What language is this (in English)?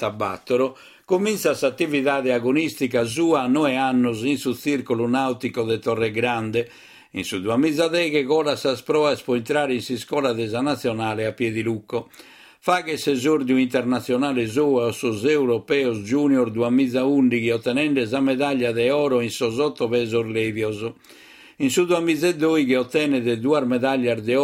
Sardinian